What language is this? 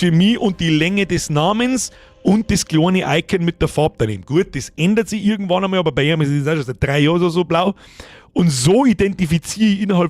Bavarian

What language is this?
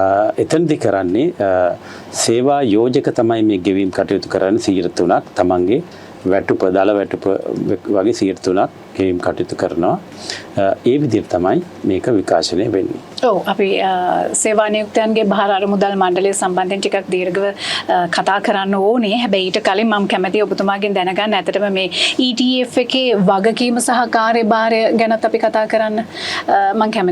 Sinhala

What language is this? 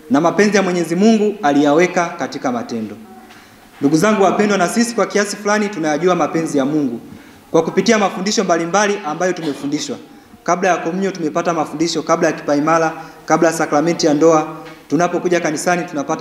Swahili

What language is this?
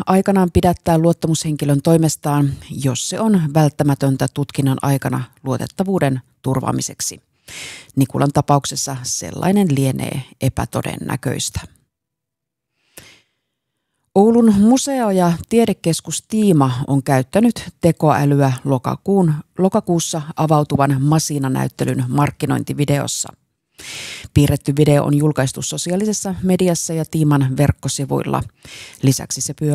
Finnish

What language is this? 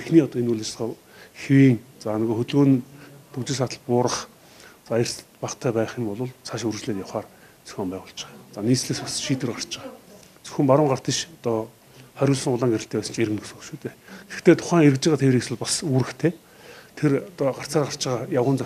Mongolian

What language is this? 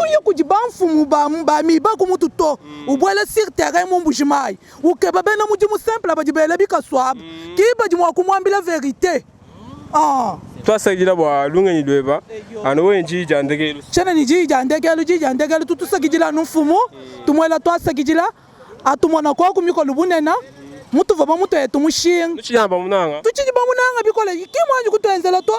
Luba-Lulua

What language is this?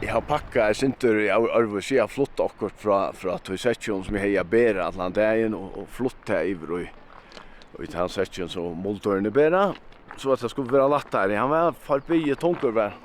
Faroese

